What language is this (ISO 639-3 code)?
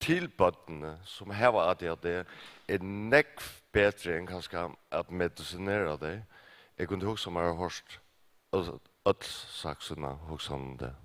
fao